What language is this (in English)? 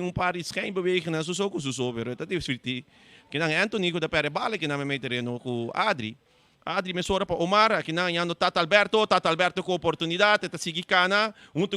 Papiamento